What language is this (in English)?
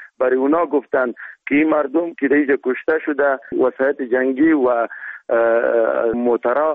Persian